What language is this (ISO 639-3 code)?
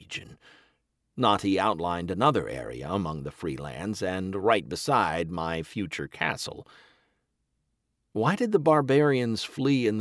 eng